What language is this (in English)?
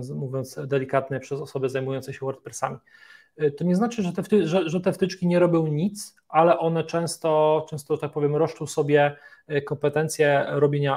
Polish